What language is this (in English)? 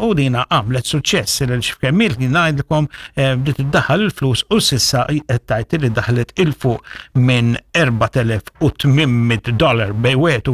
Maltese